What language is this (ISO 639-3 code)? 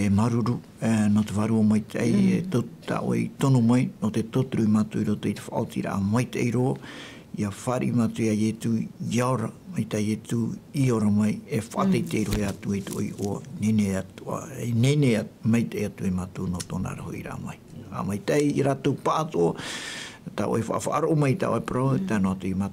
tah